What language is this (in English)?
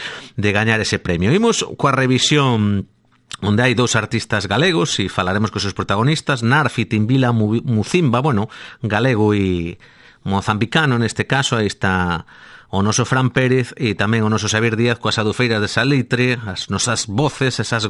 Galician